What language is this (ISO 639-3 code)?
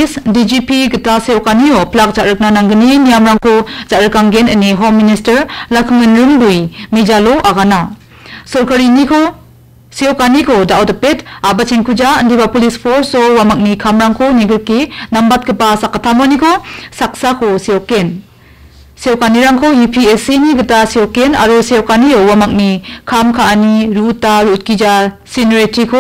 grt